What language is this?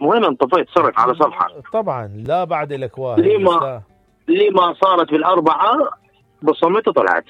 Mesopotamian Arabic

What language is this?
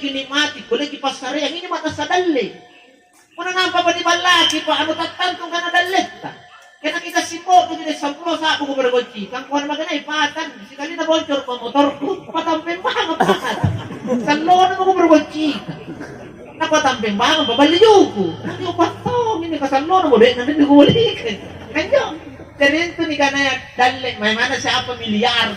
Makasar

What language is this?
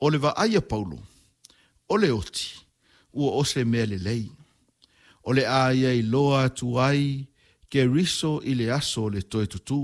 Samoan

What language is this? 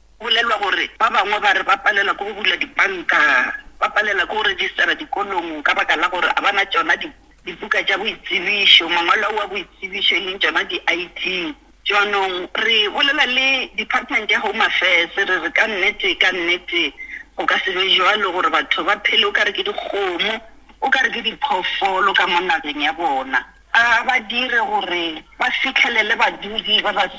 Northern Sotho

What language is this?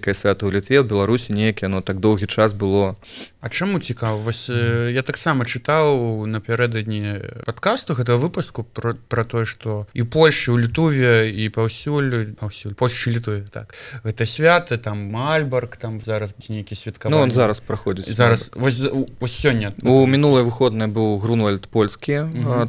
Belarusian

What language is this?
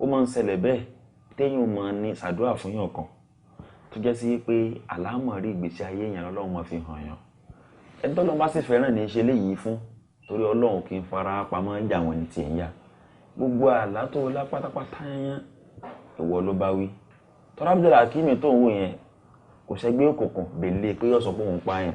Yoruba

